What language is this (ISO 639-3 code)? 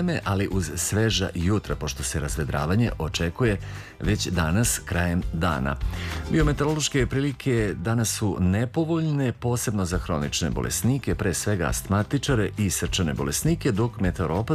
srp